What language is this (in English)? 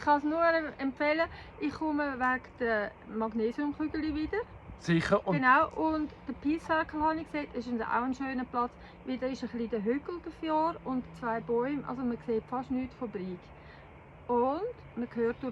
Swiss German